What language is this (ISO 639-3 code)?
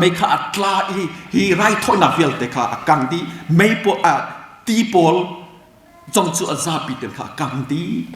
cnh